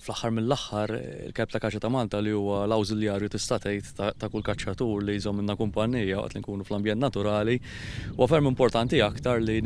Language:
Maltese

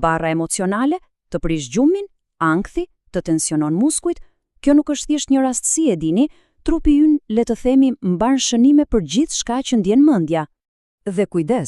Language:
Albanian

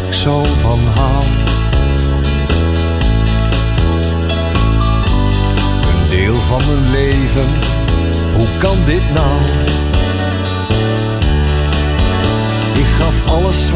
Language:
Dutch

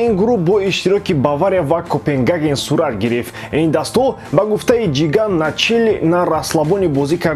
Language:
Tajik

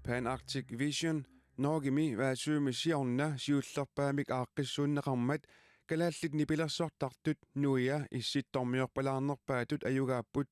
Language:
Kalaallisut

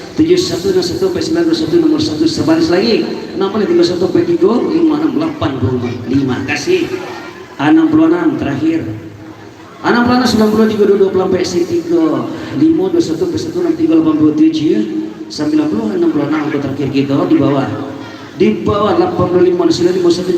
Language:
Minangkabau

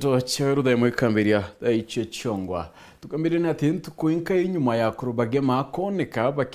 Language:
Meru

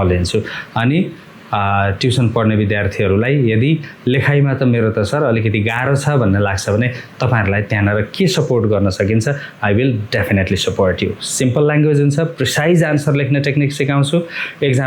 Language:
Nepali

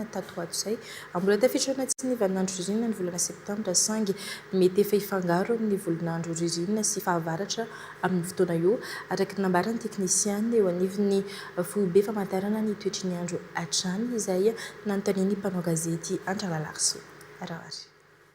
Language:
Malagasy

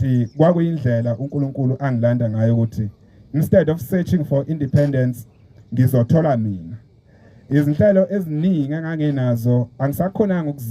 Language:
Zulu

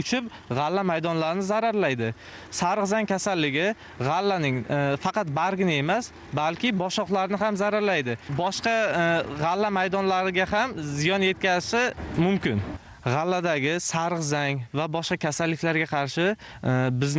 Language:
Uzbek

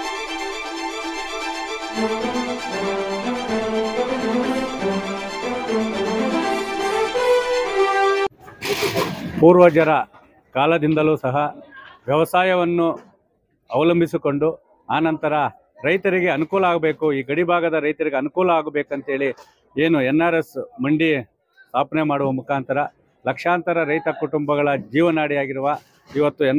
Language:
Kannada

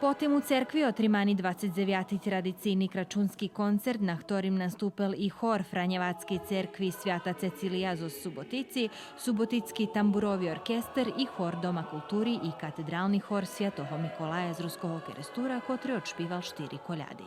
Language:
Rusyn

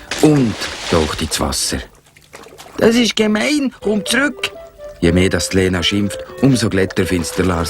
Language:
Swiss German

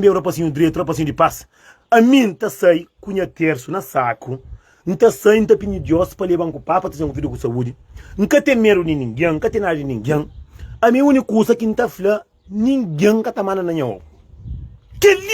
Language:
Kabuverdianu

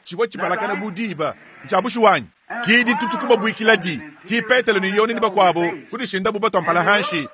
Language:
Luba-Lulua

